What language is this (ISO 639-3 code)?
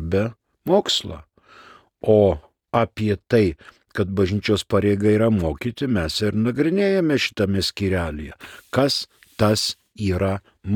lit